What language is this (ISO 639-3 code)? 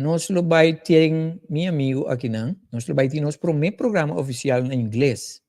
pap